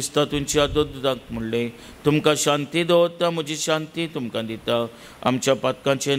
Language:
Konkani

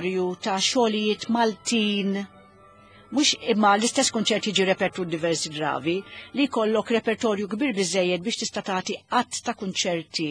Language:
Maltese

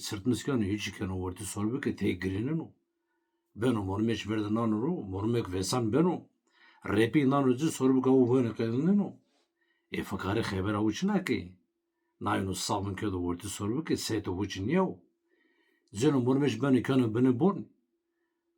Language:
Zaza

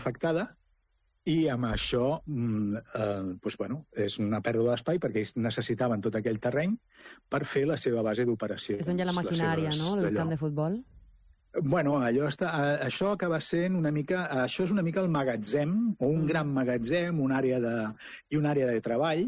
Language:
Catalan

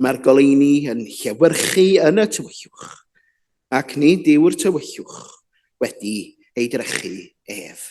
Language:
Welsh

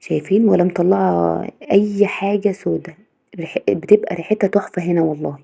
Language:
Egyptian Arabic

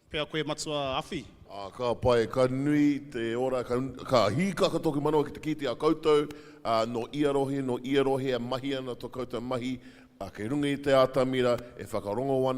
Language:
Māori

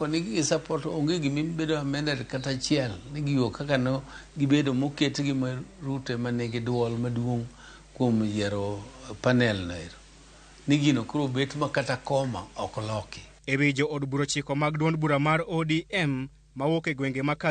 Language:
Luo (Kenya and Tanzania)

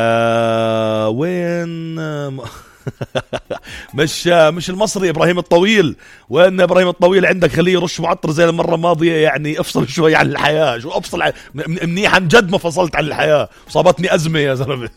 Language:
North Levantine Arabic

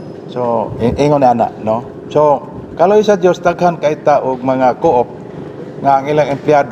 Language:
Cebuano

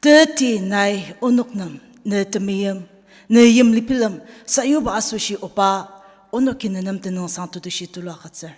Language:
Ao Naga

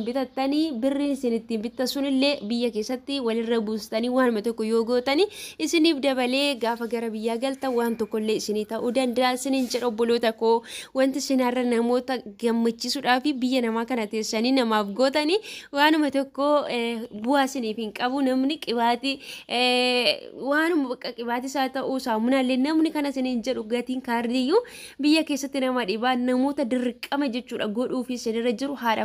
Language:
Oromo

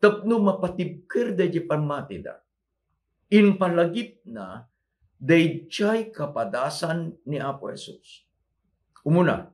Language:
Iloko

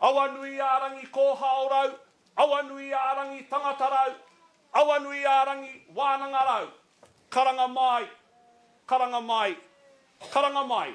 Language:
Māori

